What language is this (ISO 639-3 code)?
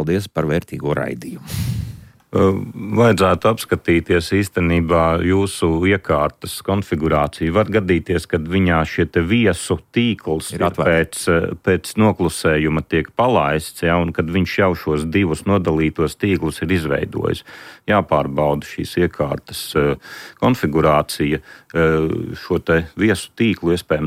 lav